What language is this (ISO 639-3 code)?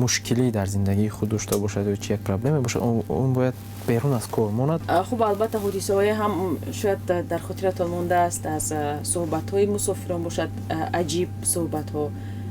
tgk